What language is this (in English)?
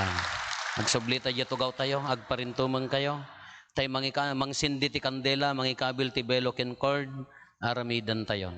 Iloko